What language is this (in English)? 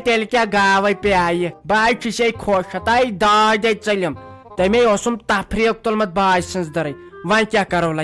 Kashmiri